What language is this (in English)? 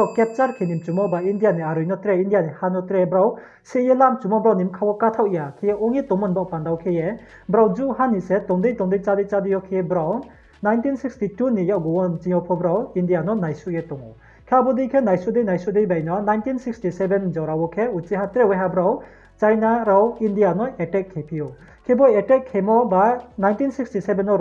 Riang (India)